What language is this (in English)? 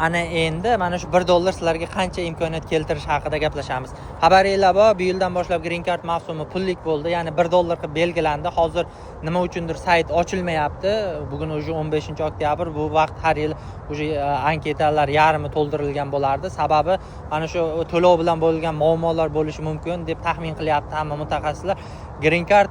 Uzbek